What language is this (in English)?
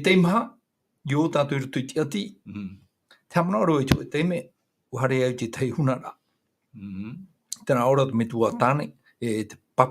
Tahitian